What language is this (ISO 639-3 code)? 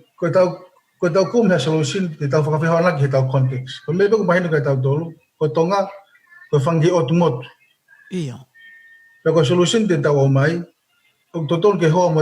ton